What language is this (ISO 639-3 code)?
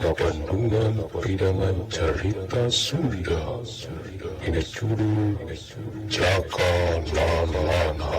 sun